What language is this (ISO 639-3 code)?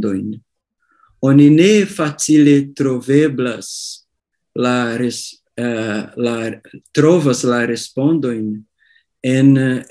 epo